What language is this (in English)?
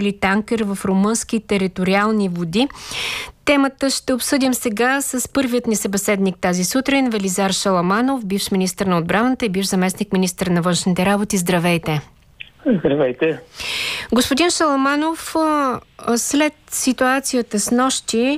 Bulgarian